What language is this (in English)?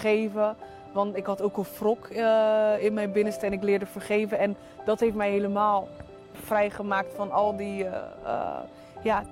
Dutch